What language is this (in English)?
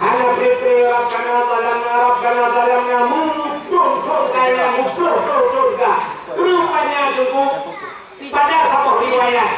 Achinese